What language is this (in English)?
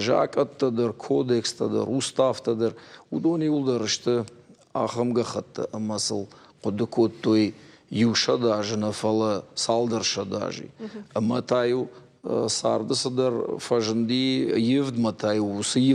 Ossetic